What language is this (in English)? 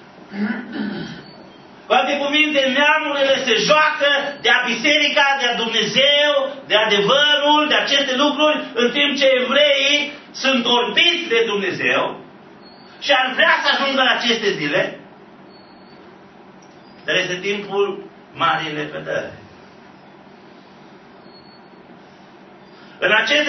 Romanian